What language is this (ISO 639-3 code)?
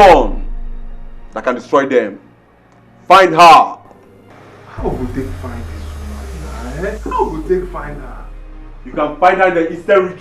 pcm